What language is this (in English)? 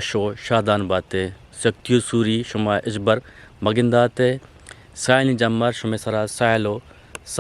Eastern Balochi